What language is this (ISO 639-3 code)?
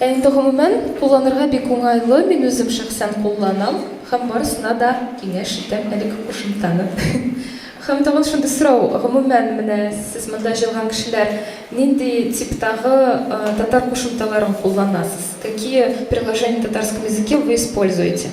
tat